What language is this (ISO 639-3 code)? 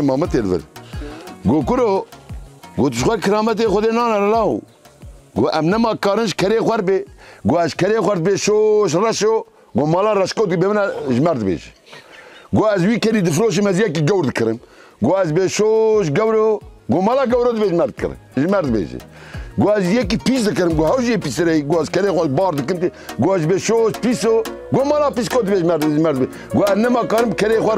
kur